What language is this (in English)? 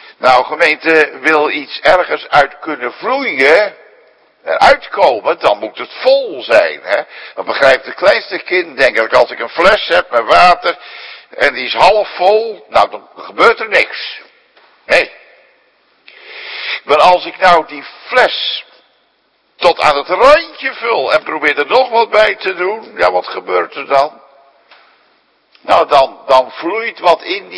Dutch